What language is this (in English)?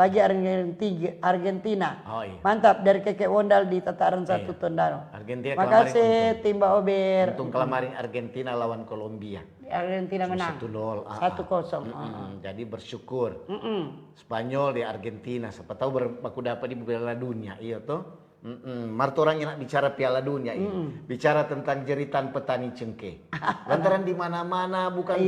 Manado Malay